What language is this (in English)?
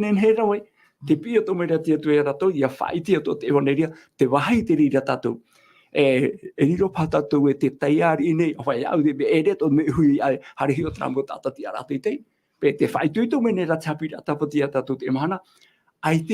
Tahitian